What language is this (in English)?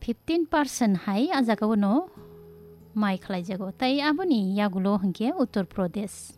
Kok Borok